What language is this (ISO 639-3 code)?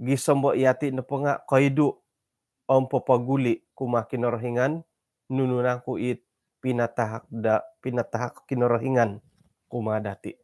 dtp